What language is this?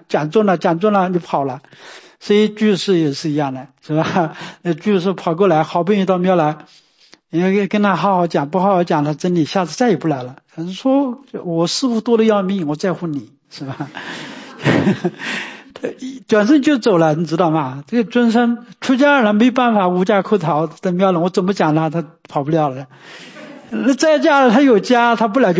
Chinese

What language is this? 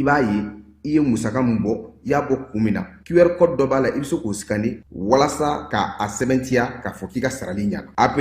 Bambara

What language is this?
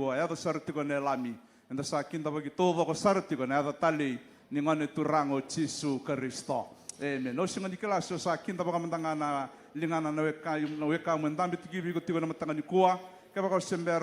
Fijian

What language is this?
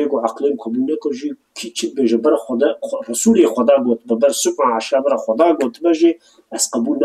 Kurdish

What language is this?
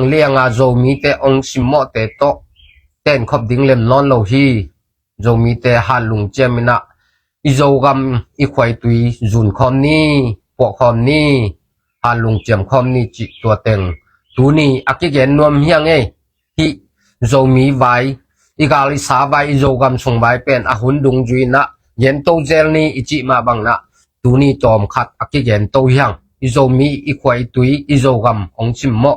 Tedim Chin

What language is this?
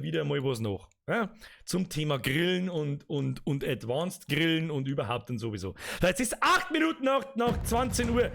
Bavarian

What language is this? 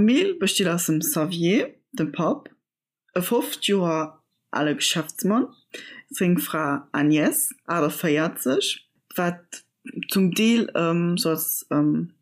Luxembourgish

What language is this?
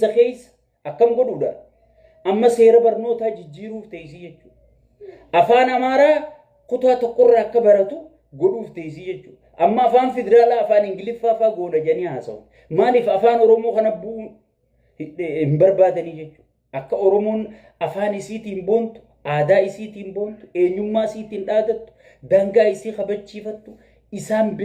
Oromo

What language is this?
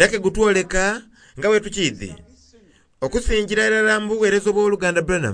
Soga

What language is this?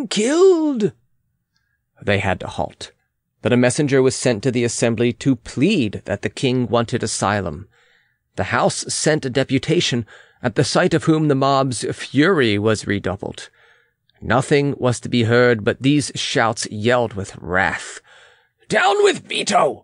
English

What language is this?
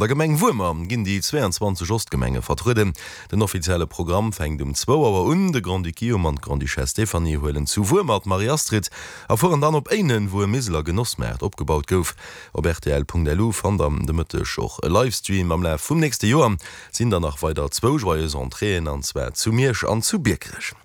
Luxembourgish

